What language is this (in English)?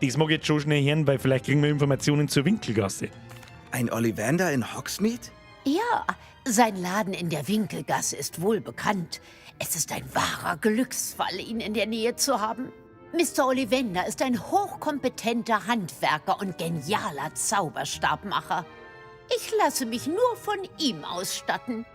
Bavarian